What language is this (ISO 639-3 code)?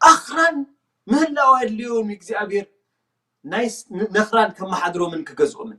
tir